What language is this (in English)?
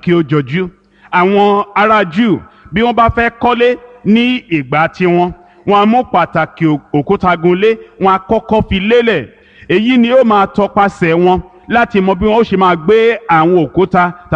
Yoruba